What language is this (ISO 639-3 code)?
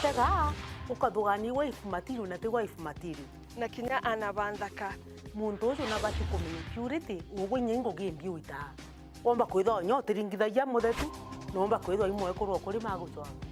mer